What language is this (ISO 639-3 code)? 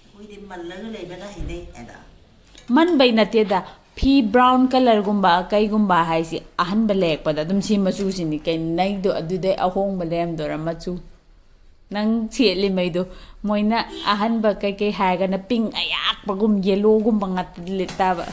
mni